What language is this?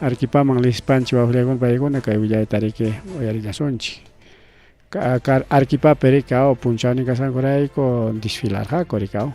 Ayacucho Quechua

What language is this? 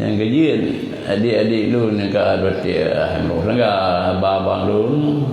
Achinese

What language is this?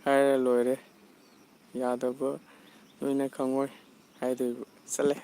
Manipuri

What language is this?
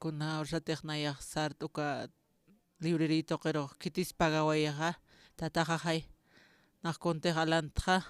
Aymara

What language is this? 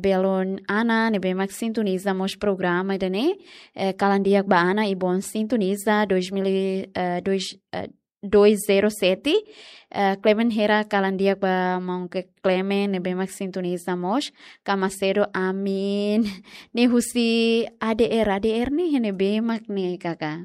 Tetum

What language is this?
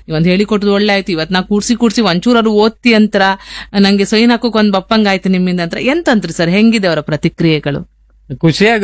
Kannada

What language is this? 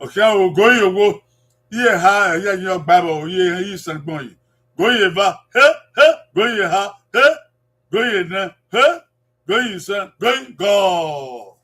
Bini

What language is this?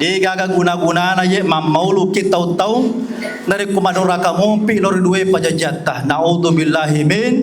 Buginese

